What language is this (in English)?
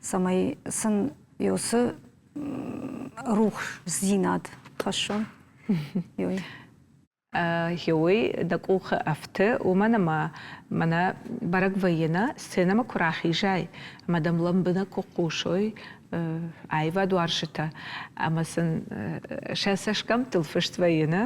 Ossetic